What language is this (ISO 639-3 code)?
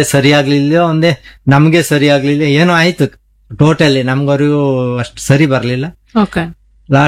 kan